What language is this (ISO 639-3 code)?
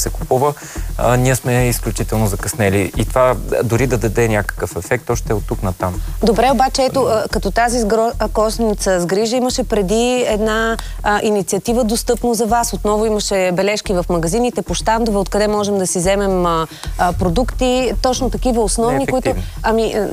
bul